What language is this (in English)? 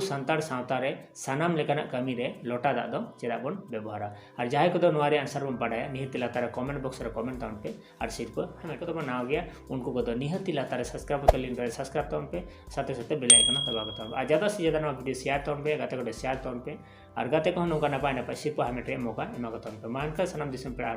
Santali